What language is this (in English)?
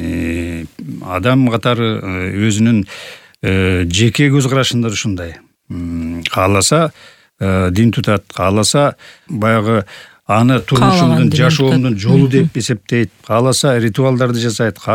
Kyrgyz